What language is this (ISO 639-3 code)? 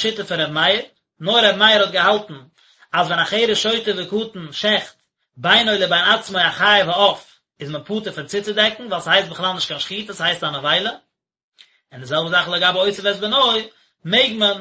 yid